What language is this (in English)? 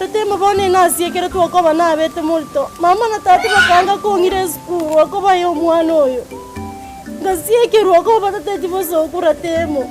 Gusii